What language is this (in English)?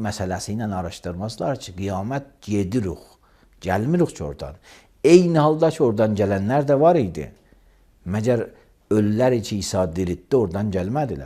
Azerbaijani